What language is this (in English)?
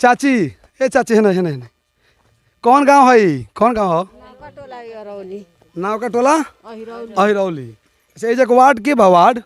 Bhojpuri